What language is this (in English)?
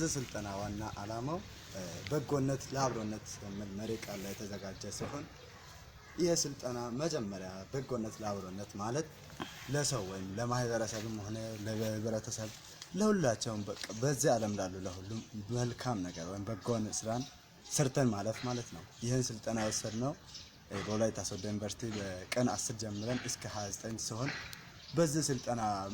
Amharic